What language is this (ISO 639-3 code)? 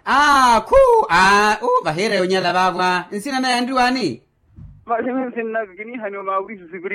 vmw